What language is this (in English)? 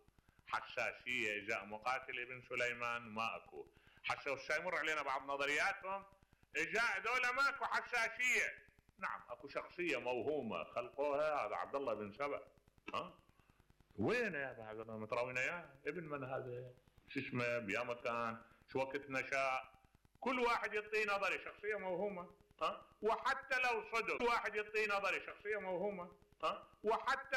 Mesopotamian Arabic